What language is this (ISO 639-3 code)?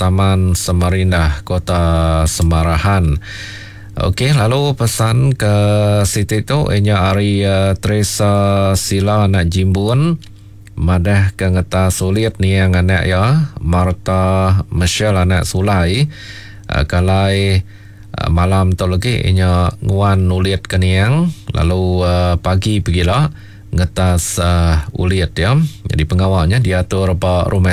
iba